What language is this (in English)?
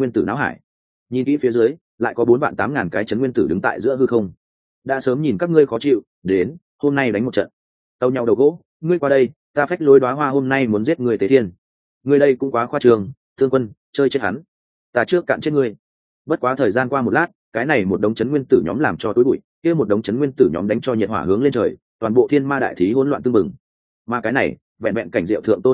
Vietnamese